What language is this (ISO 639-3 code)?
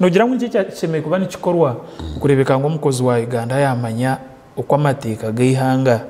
nyn